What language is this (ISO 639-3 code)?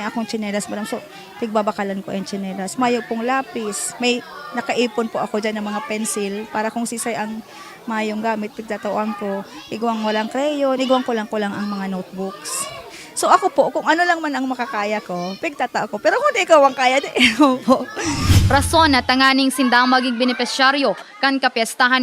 bik